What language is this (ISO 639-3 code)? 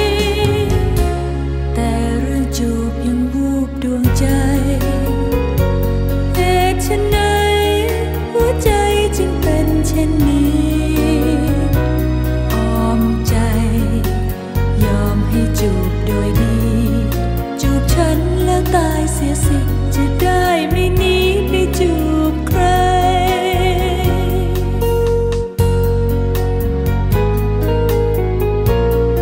tha